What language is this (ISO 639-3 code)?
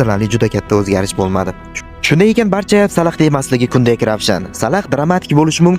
uzb